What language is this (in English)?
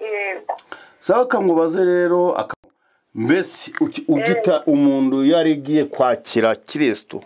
Kinyarwanda